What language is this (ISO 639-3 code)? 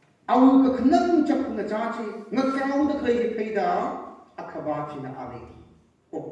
nmf